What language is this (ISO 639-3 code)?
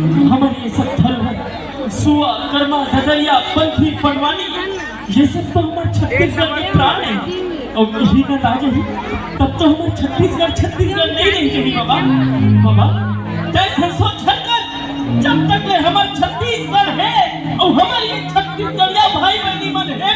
hne